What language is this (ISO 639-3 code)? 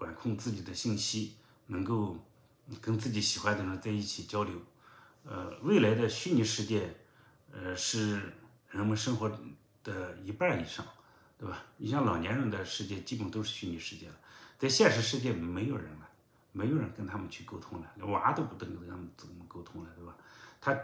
zho